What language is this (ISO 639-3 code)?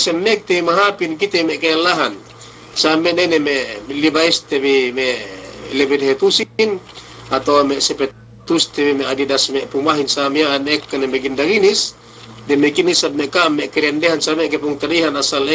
yka